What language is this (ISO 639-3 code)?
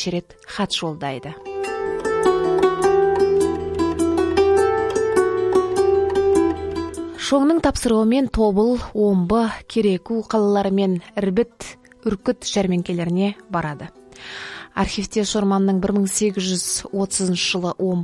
kaz